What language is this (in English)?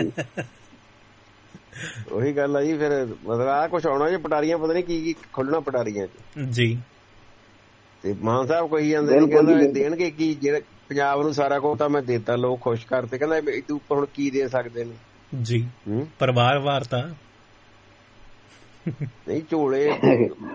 Punjabi